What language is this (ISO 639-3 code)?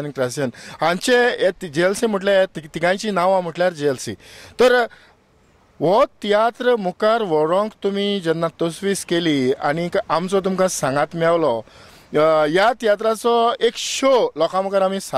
kok